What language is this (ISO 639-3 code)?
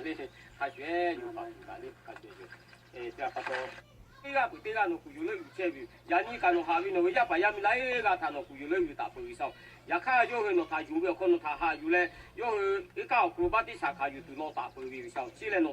lhu